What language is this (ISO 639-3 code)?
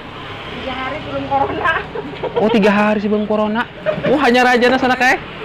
bjn